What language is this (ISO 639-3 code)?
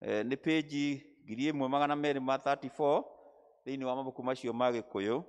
kik